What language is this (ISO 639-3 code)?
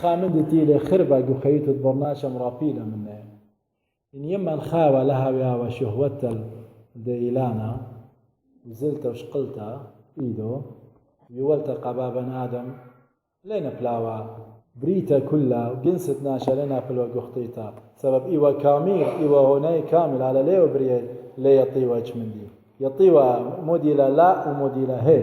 aii